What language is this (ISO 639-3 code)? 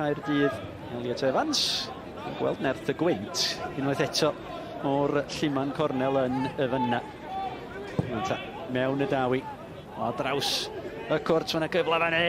cym